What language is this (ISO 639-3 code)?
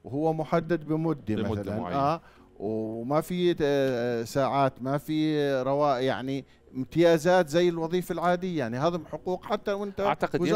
ajp